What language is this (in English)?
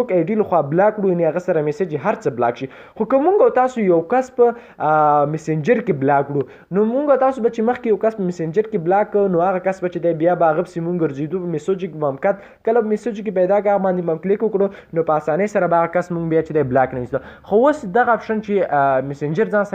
Pashto